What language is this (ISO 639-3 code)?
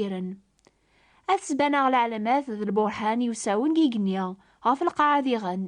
kab